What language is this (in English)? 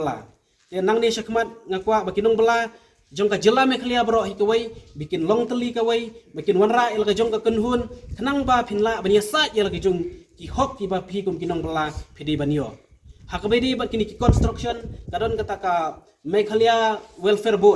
Khasi